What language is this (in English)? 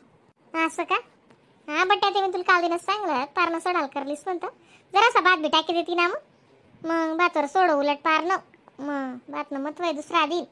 Khandesi